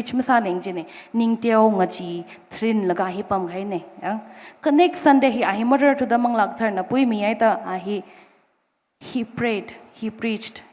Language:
Tangkhul Naga (India)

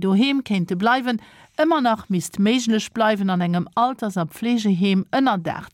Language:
Luxembourgish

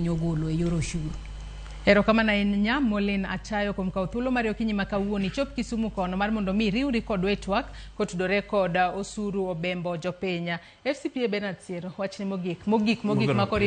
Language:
Luo (Kenya and Tanzania)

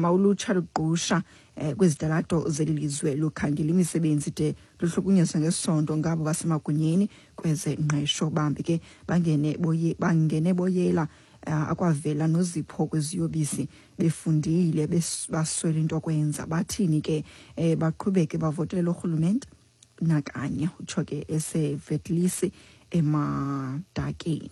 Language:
Xhosa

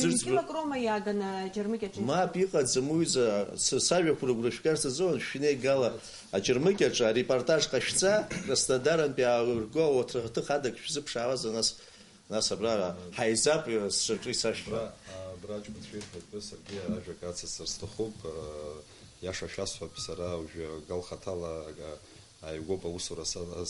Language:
Abkhazian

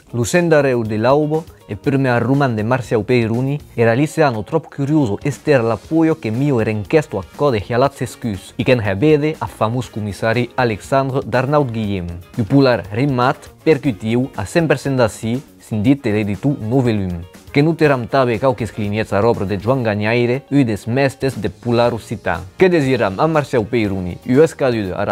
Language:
Occitan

